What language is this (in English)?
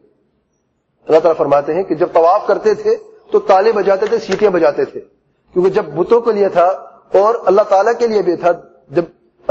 Urdu